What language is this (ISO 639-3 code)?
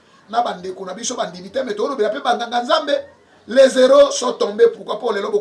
lin